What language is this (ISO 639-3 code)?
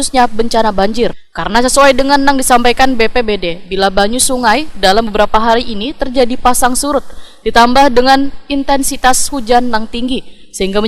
bjn